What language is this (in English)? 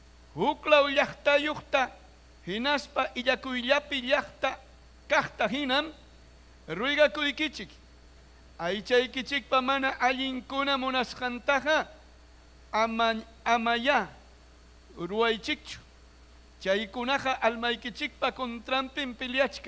Ayacucho Quechua